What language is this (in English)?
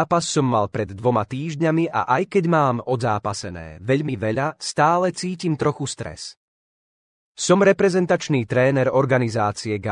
Slovak